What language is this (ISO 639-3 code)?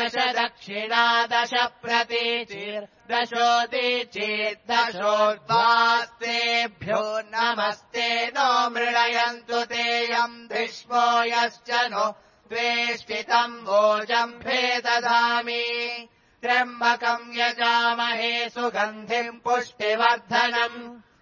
san